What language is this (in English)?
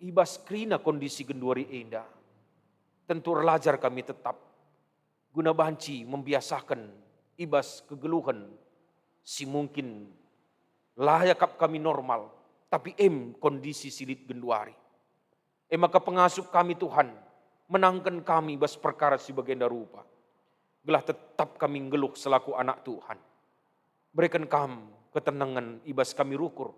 Batak Karo